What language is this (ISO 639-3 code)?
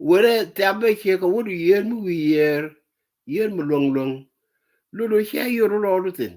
nus